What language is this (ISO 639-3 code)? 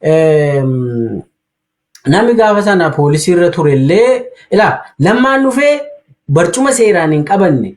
orm